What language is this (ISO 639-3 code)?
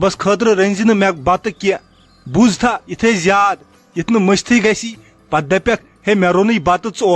kas